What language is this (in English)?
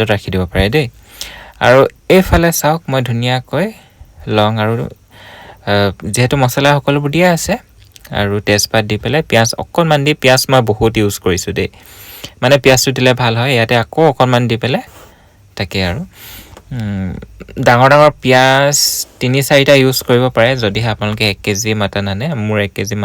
Assamese